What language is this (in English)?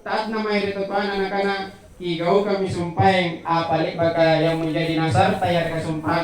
Makasar